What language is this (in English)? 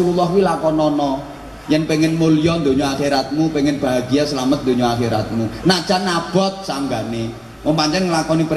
Javanese